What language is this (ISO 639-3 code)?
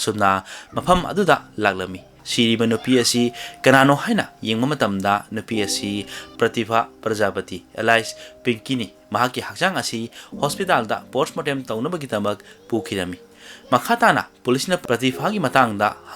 mni